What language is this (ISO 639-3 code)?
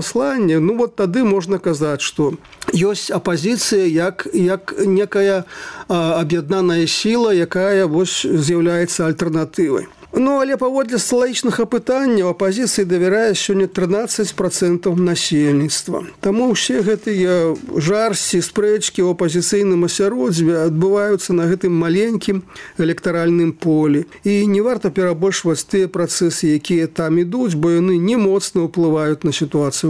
bel